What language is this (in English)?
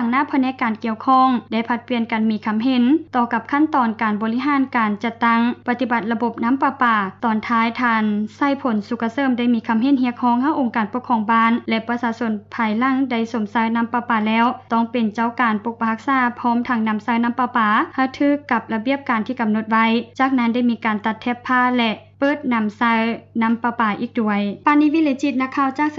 Lao